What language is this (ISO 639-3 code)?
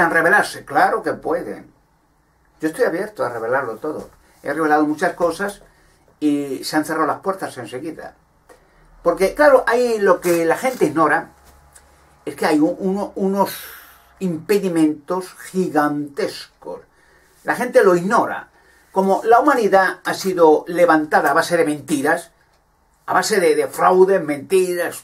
spa